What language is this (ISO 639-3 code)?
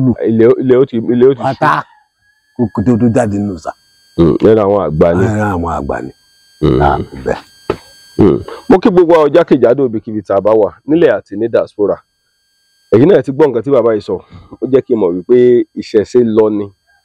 yor